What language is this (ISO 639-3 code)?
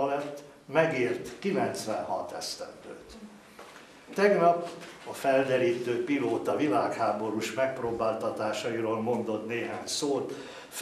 hun